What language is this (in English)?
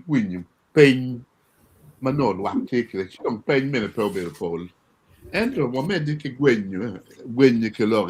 Acoli